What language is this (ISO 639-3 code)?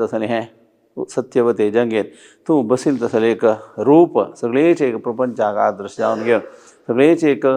kok